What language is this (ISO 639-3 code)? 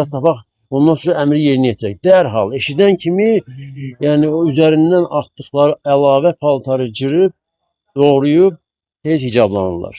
aze